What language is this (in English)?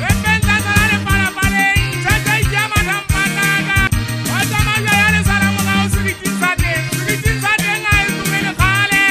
Southern Sotho